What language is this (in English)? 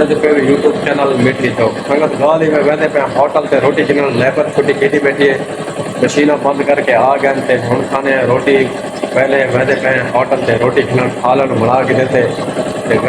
Saraiki